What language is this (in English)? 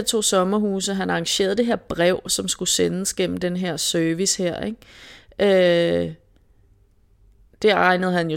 Danish